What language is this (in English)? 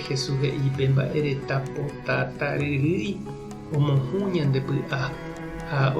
Guarani